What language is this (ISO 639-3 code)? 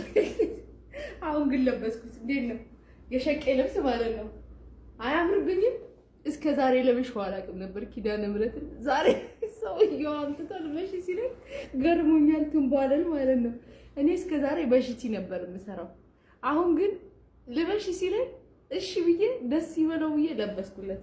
amh